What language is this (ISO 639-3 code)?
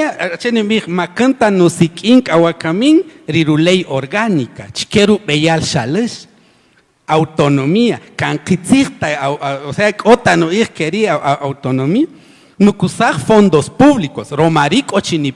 cak